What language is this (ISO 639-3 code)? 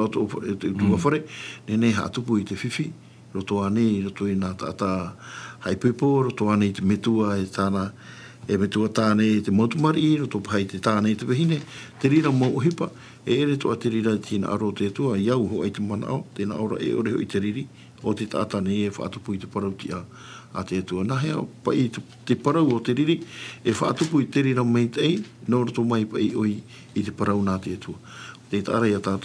tah